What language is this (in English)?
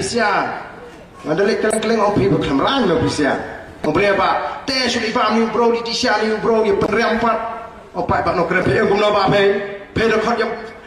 Khasi